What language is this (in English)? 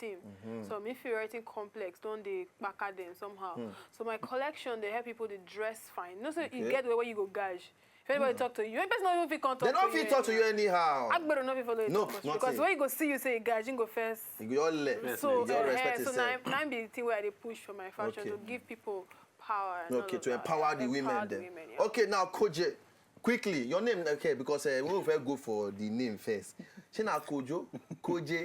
Nigerian Pidgin